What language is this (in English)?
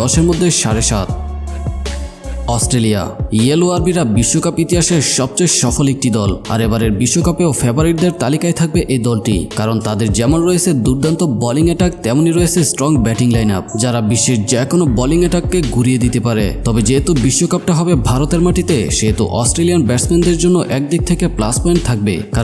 Bangla